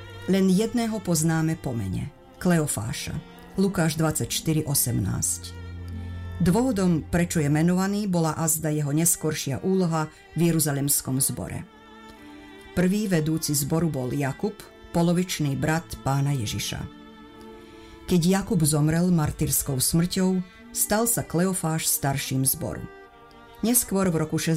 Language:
Slovak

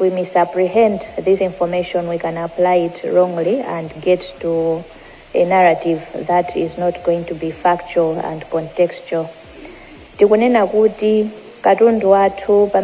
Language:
Nyanja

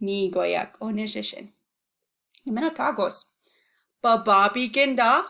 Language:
Chippewa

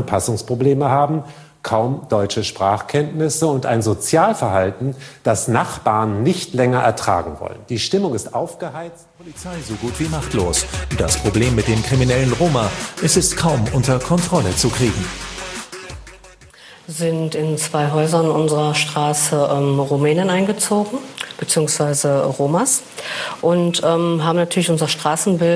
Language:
German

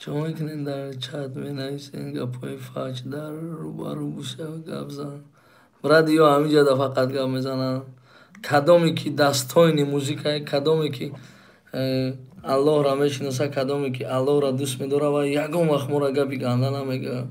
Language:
Tajik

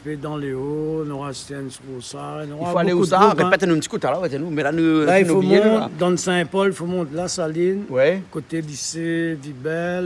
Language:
Réunion Creole French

